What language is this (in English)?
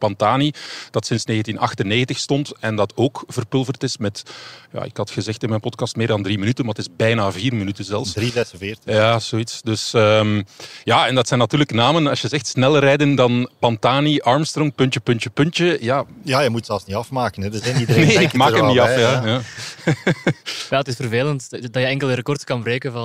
Dutch